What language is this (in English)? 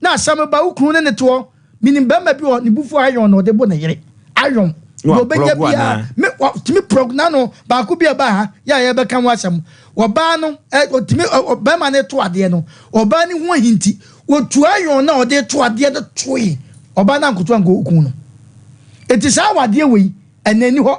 Akan